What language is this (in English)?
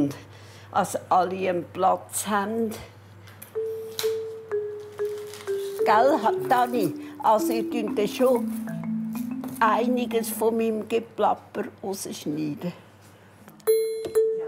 German